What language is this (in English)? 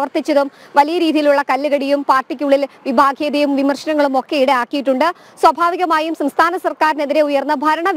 Malayalam